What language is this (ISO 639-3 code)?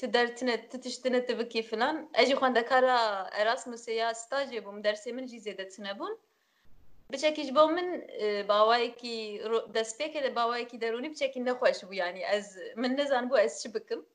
kur